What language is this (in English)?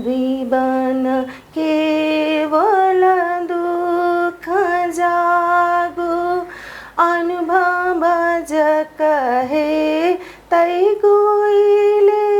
Newari